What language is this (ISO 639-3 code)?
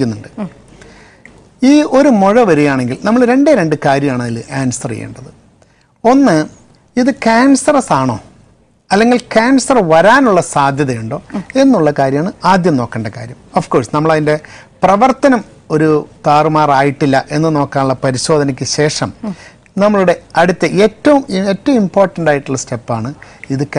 mal